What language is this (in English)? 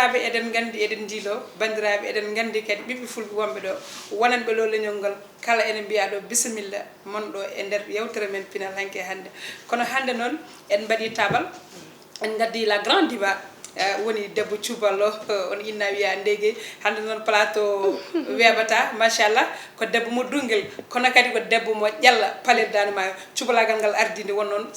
Fula